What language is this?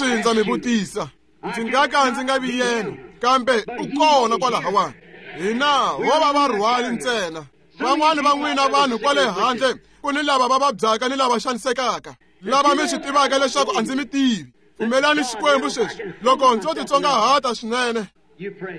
Tsonga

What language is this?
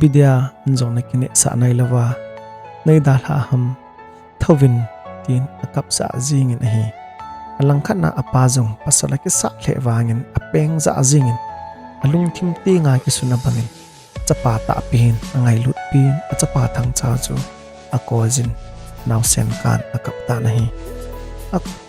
Thado Chin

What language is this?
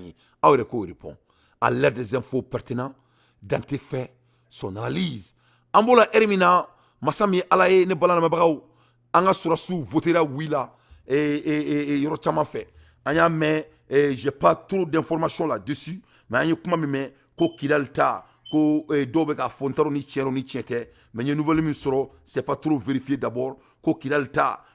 Bambara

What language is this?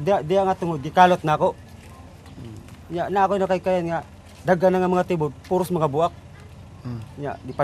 Cebuano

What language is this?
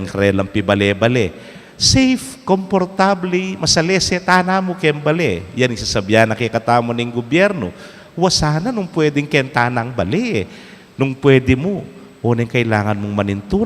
Pampanga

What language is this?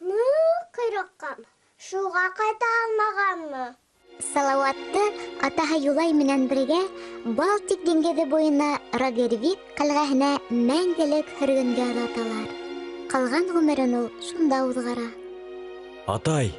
Bashkir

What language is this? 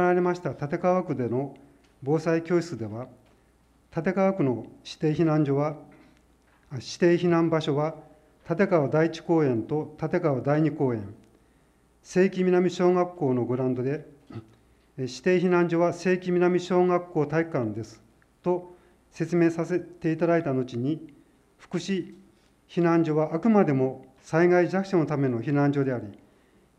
Japanese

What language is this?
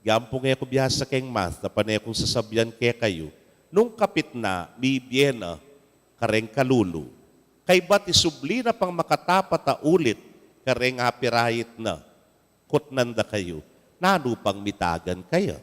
Pampanga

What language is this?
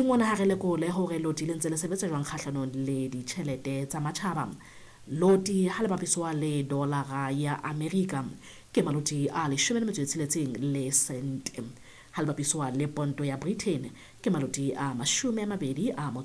Southern Sotho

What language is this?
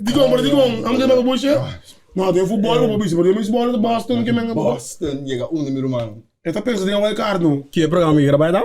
Papiamento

